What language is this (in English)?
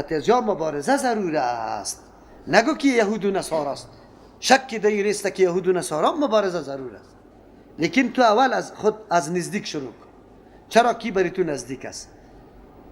Persian